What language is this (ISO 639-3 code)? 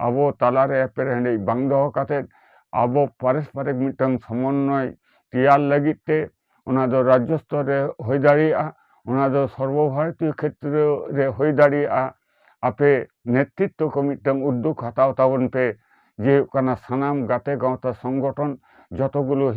sat